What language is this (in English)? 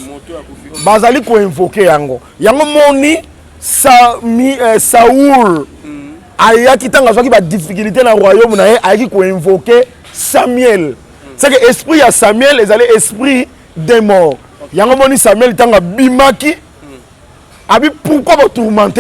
Lingala